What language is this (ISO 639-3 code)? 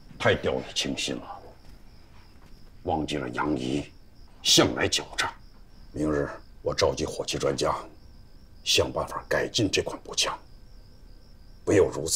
zho